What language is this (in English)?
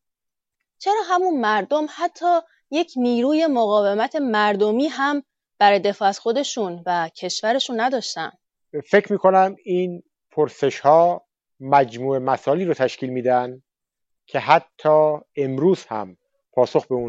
Persian